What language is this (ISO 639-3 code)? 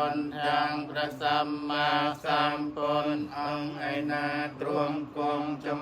khm